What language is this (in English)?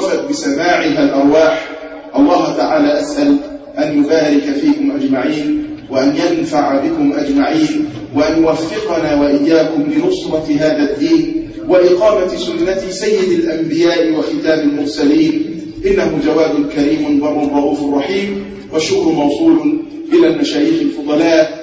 Arabic